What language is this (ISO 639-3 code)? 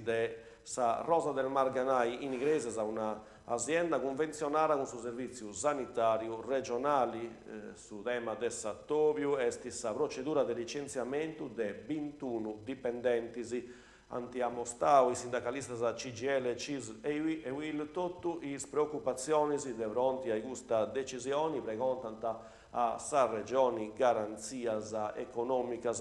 srd